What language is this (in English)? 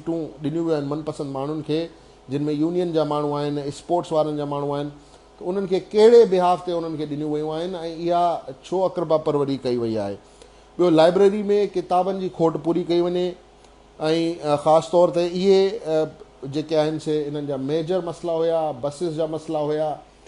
Sindhi